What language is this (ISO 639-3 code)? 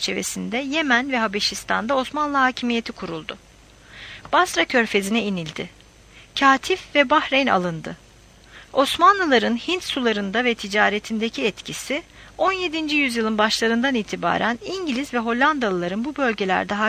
tur